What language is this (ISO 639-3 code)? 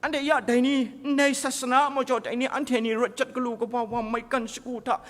kac